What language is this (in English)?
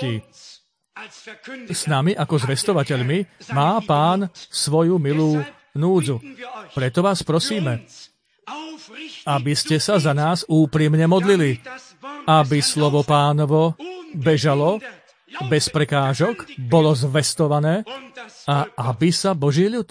Slovak